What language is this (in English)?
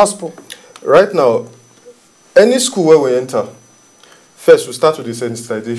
Nigerian Pidgin